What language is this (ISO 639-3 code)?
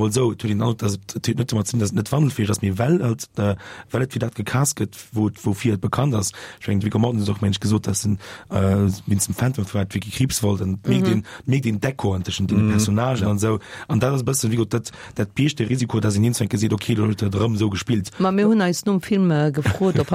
ltz